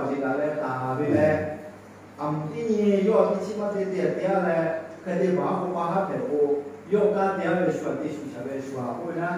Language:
Lahu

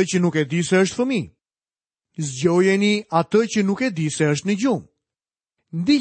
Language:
Albanian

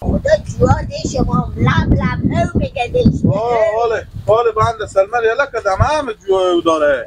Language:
Hazaragi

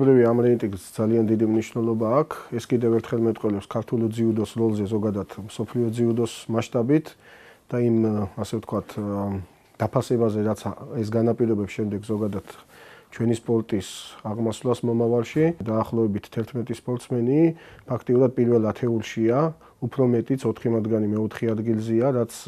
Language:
Georgian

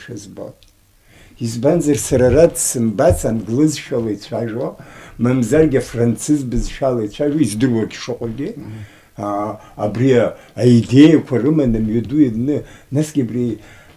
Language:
Abkhazian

